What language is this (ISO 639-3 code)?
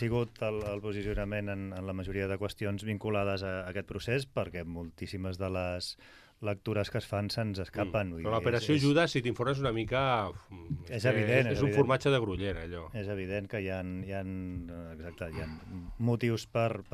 cat